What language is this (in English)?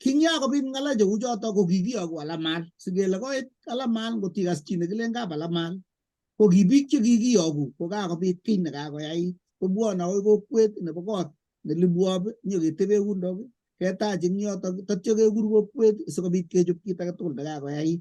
Kalenjin